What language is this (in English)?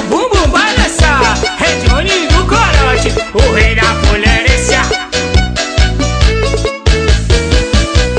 Portuguese